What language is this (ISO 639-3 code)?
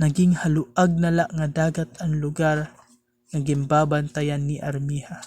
war